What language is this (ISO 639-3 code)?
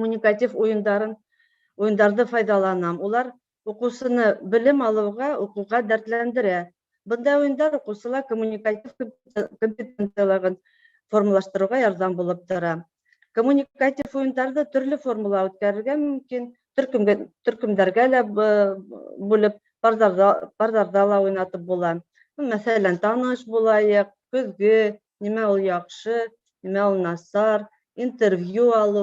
bak